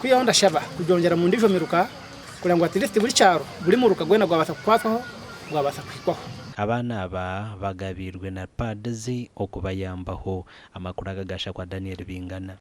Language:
Nyankole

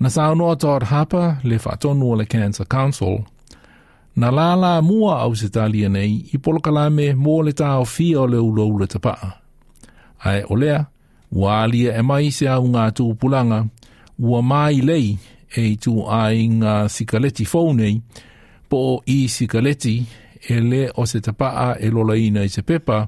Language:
Samoan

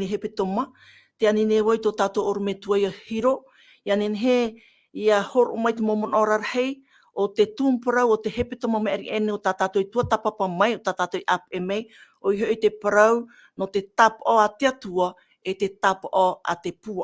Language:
Tahitian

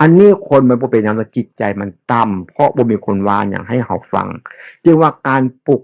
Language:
Northeastern Thai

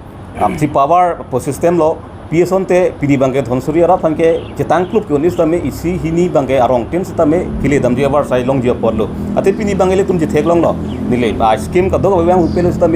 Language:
Karbi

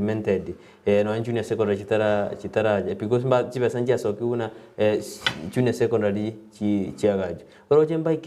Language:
Gusii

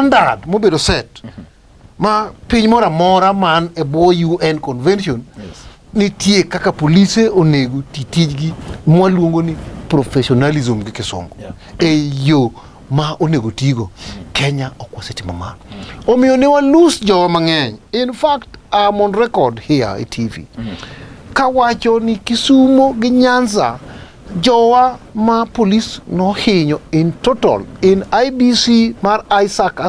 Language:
Luo (Kenya and Tanzania)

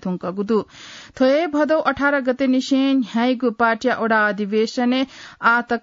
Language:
Newari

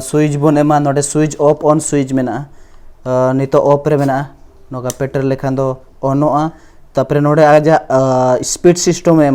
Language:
Santali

